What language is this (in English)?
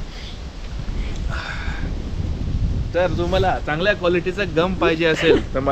Marathi